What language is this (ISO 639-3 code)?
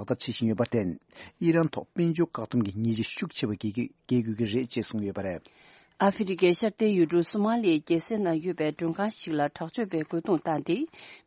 bod